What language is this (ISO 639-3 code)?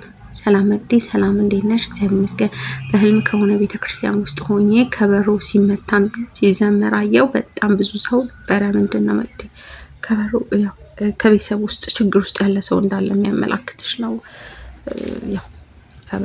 amh